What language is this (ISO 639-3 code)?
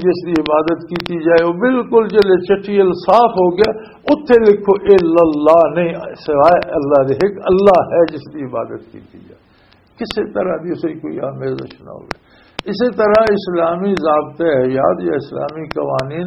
lah